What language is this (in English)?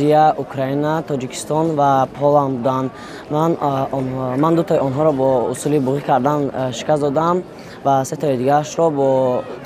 Tajik